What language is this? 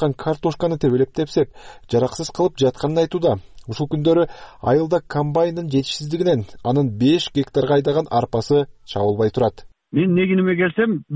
Kyrgyz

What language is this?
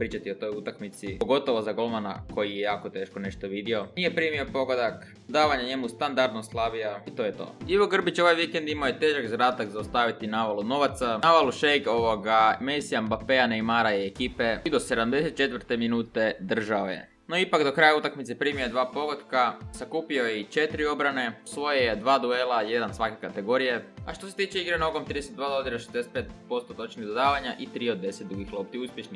Croatian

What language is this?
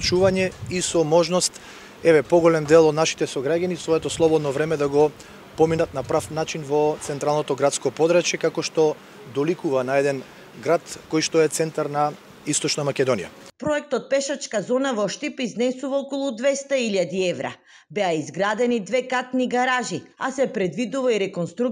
Macedonian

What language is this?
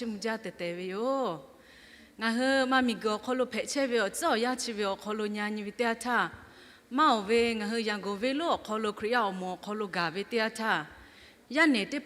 Lahu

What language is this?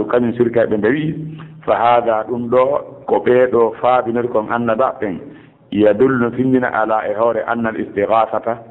Fula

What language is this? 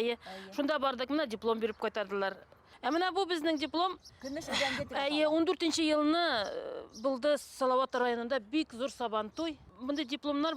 Bashkir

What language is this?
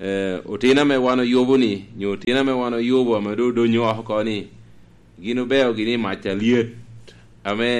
Lango (Uganda)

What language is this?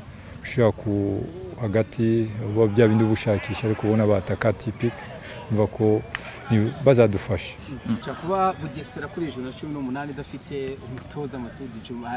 Kinyarwanda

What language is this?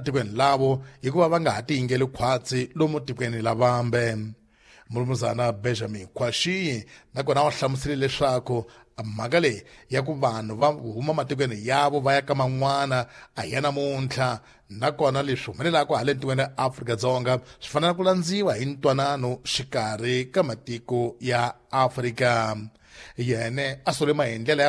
Tsonga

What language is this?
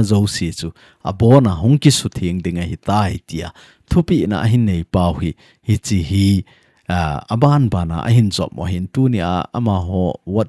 Thado Chin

